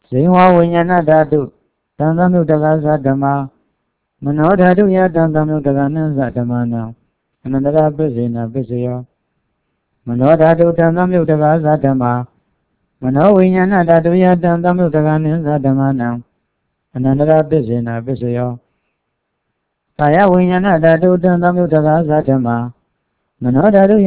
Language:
Burmese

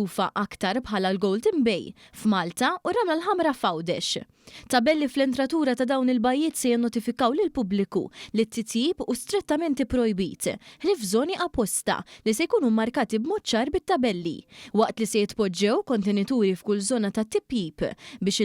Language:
Maltese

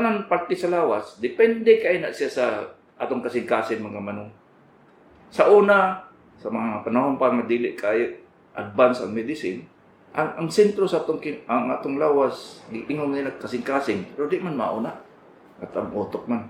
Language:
Cebuano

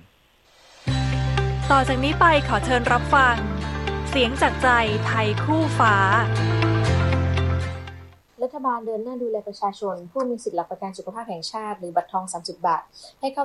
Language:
Thai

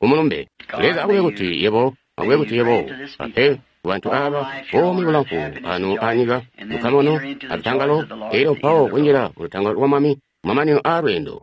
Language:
Tonga (Zambia)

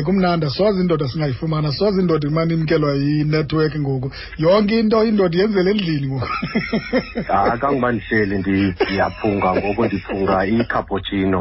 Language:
Xhosa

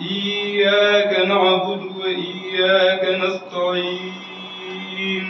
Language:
Fula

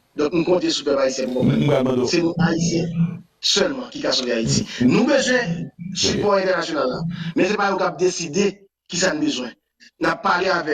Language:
Haitian Creole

